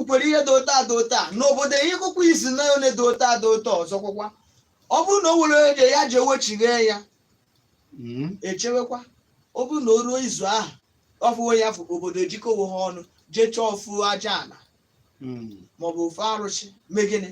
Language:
Igbo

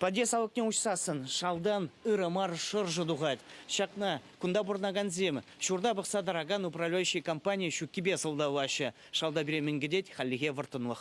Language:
Chuvash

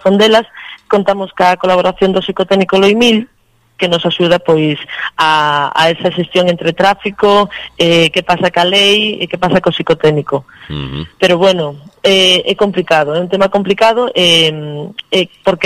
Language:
Galician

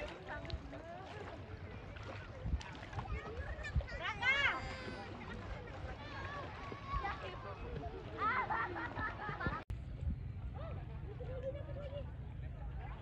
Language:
Indonesian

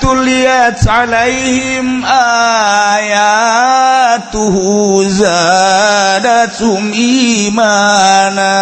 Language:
Sundanese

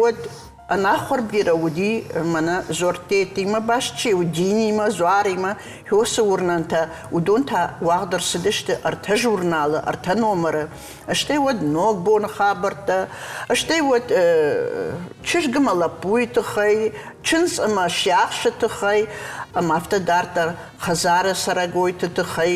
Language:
Ossetic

